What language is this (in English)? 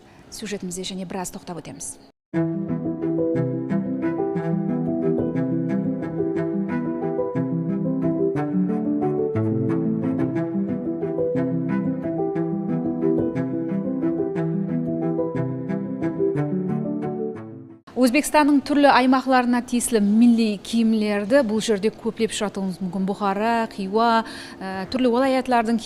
Kara-Kalpak